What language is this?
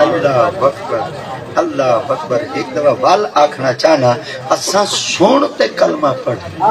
Saraiki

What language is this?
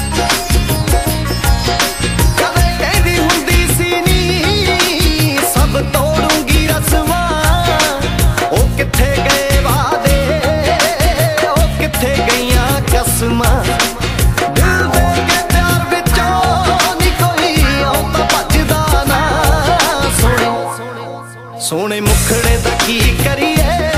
Punjabi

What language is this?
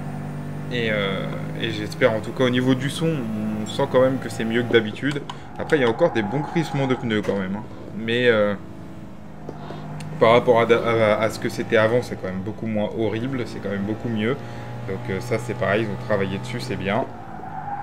French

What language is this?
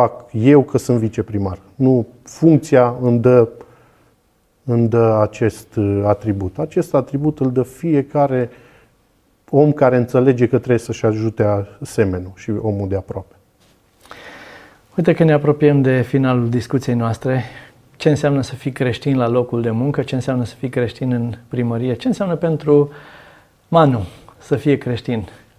Romanian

